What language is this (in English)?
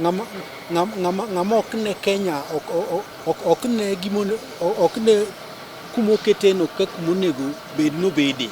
Luo (Kenya and Tanzania)